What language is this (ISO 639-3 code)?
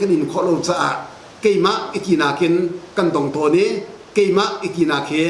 cnh